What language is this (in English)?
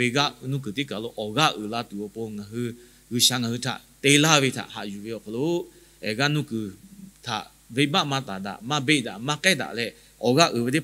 Lahu